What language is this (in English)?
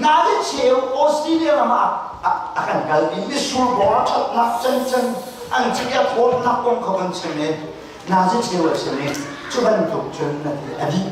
Hakha Chin